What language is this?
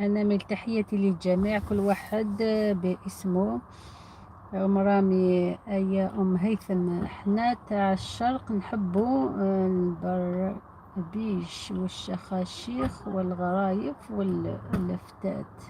Algerian Arabic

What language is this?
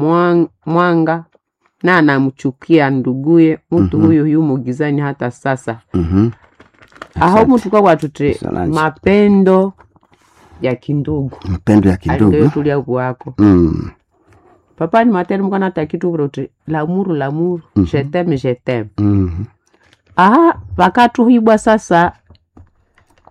Swahili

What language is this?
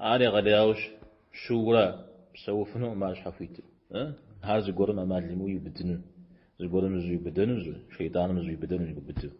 Kabardian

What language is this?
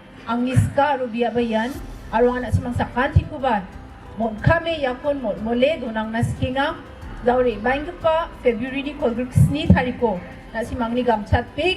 Garo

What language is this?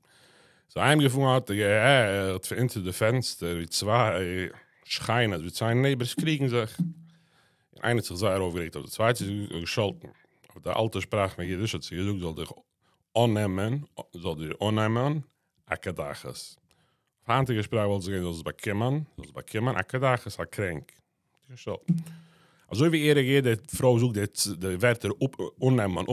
Yiddish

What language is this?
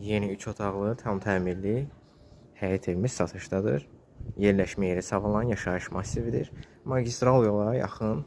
Azerbaijani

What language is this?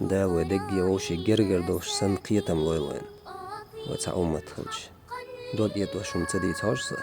Chechen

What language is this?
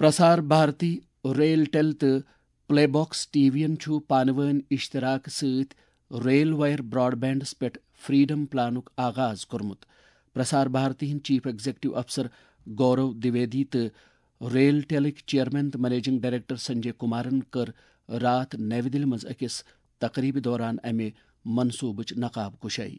Kashmiri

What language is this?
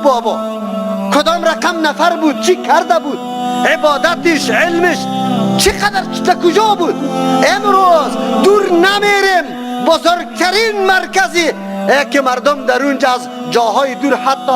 Persian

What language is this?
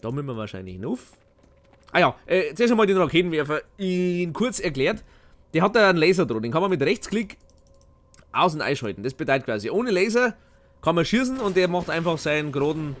Bavarian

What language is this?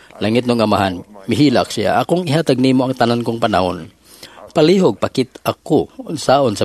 Cebuano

